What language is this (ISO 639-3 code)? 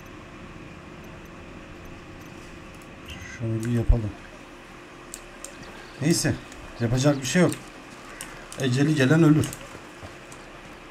tur